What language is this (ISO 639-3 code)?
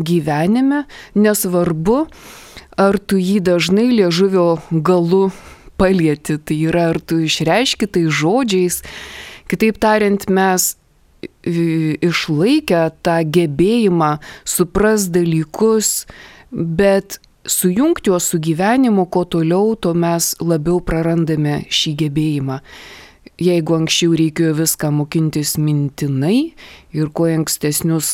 lit